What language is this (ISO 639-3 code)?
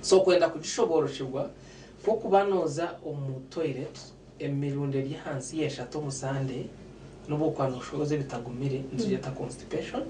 nyn